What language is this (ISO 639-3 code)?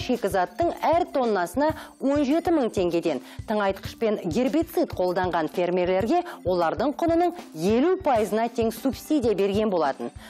kaz